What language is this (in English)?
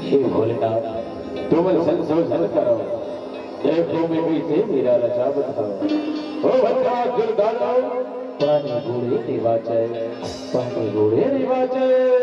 Chhattisgarhi